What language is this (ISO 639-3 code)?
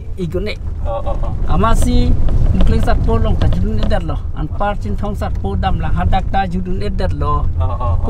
mjw